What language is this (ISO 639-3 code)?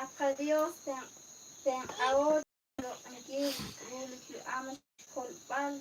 kek